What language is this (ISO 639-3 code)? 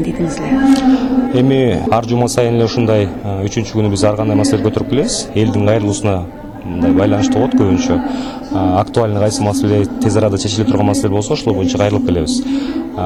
kir